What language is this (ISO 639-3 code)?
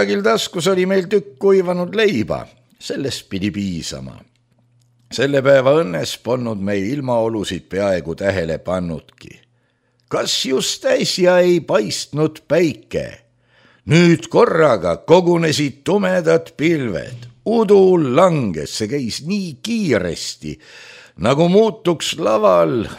est